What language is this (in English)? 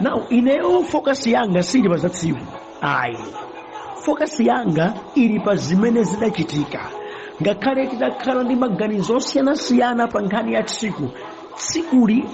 Nyanja